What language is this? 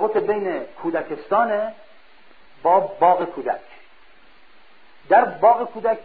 Persian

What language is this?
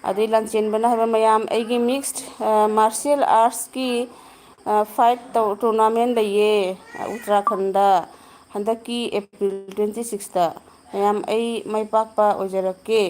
Manipuri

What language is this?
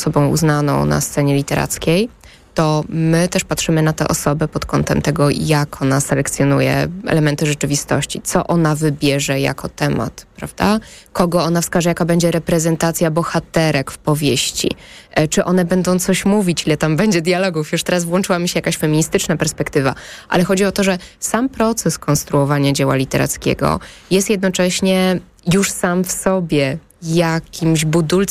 Polish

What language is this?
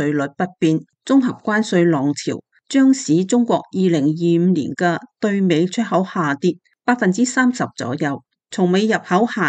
Cantonese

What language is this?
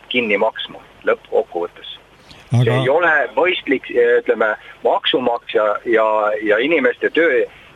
Estonian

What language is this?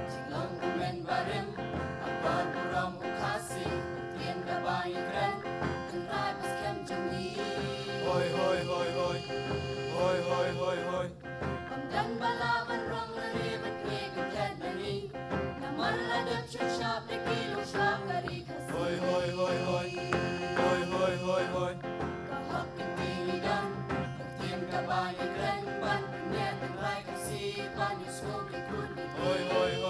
Khasi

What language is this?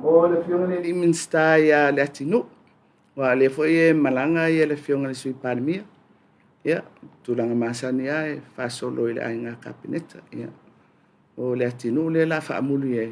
Samoan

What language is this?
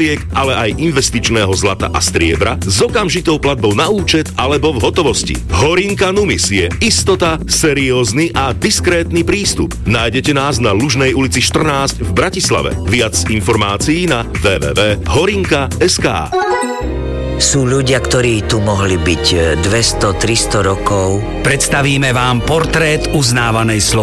Slovak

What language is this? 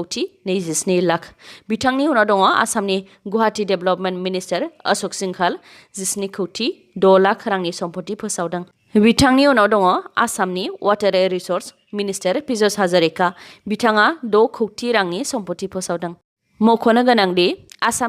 Bodo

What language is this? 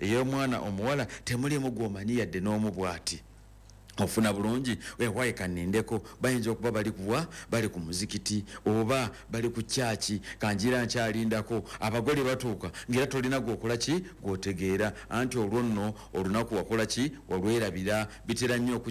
Ganda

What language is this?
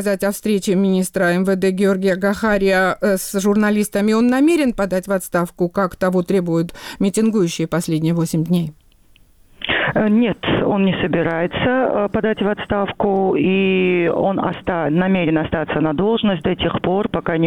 Russian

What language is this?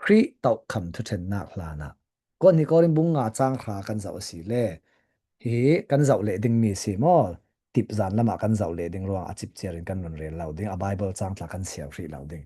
Falam Chin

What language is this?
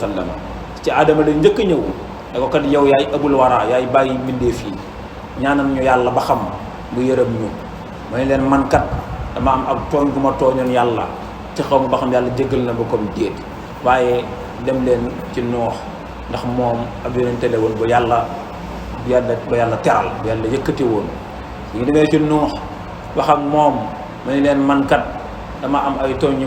Wolof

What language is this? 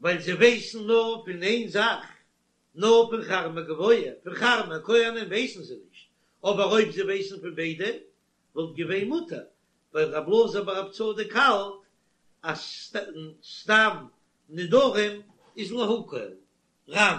Yiddish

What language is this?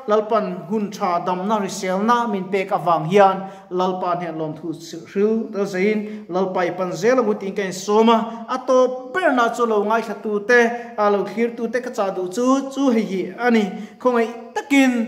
Mizo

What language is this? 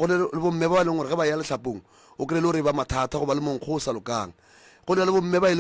Northern Sotho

